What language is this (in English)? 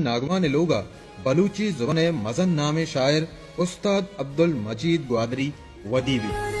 Baluchi